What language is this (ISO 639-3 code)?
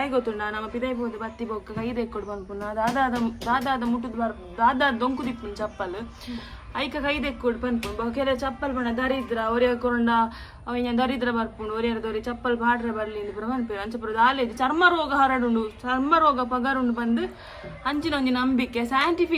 tcy